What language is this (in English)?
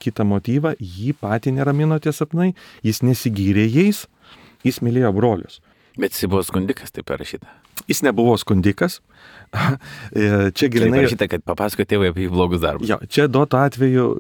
Lithuanian